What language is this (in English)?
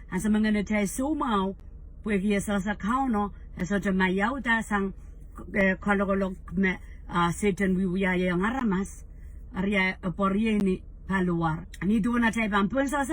Pohnpeian